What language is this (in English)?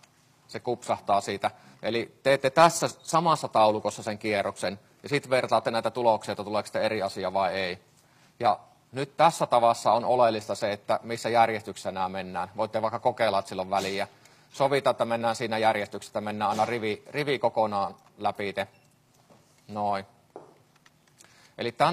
Finnish